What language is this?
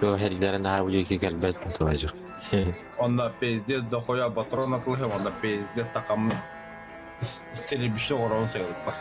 Yakut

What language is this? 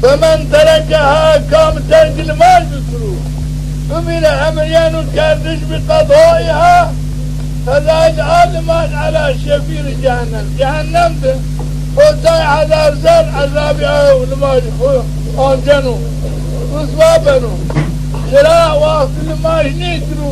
Zaza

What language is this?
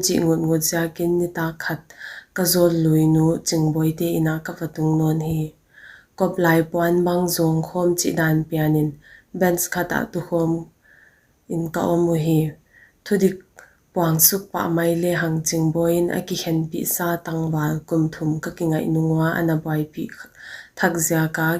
Paite Chin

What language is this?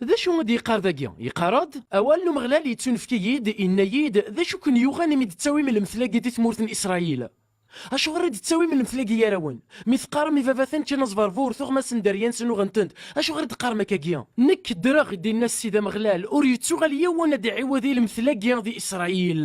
Kabyle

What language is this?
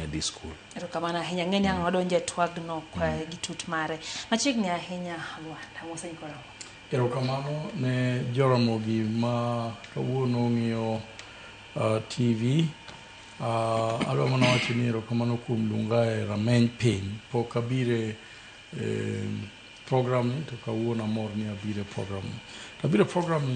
Luo (Kenya and Tanzania)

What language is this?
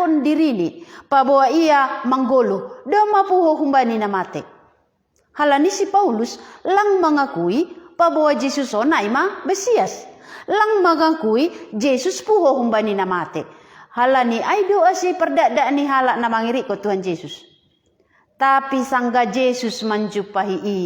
Batak Simalungun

